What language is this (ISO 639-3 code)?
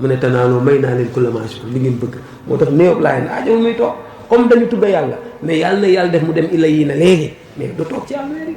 wol